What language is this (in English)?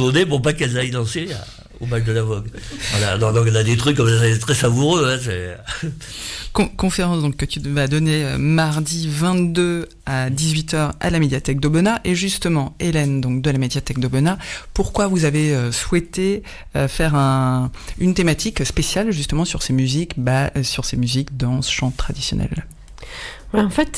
French